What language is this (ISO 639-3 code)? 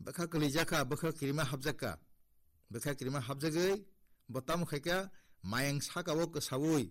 trp